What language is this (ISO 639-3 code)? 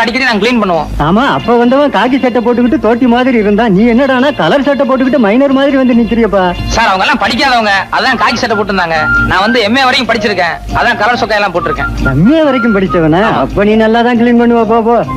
tam